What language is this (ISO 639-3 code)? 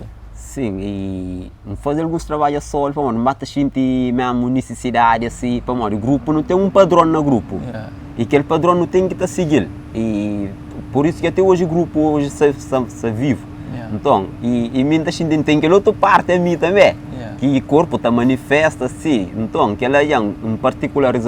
kea